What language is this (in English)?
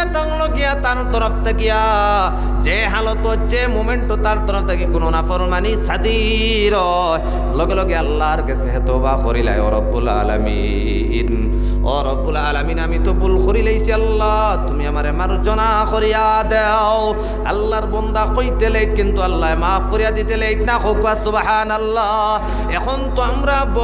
Sylheti